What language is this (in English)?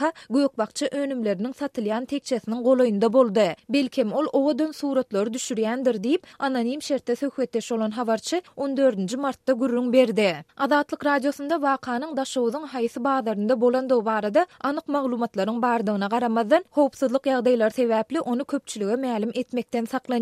Turkmen